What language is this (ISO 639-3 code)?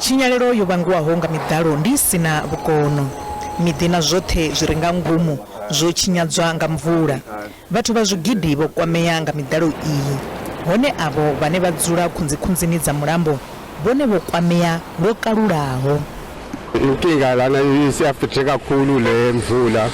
ven